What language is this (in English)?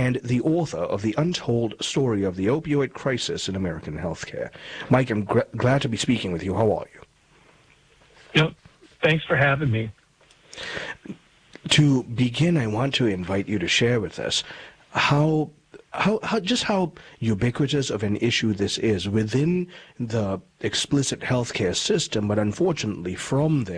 English